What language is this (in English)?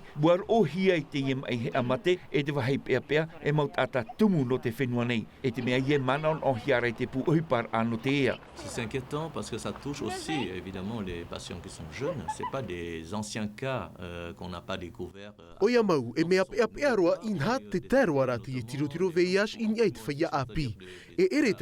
Tahitian